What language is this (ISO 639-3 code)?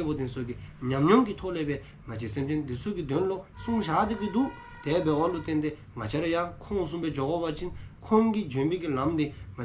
dzo